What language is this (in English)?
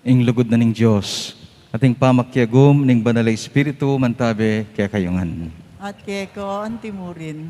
Pampanga